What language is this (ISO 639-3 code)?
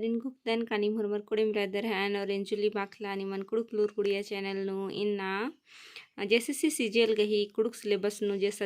kru